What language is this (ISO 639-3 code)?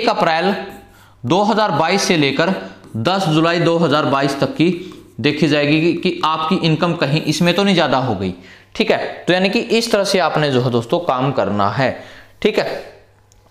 hin